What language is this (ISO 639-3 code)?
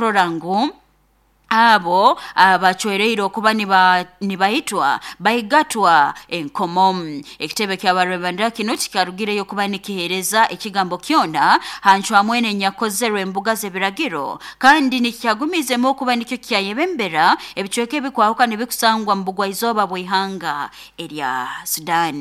nyo